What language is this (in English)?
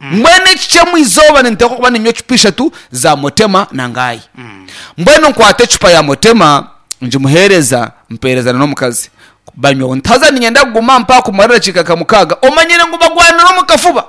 Nyankole